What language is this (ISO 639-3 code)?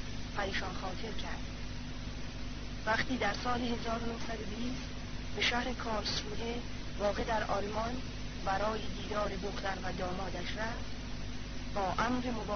fas